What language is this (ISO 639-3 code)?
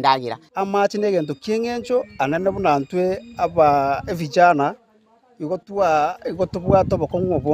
guz